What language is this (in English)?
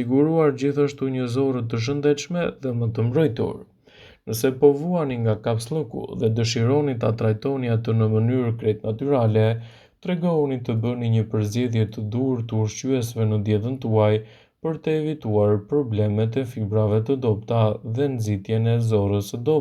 Albanian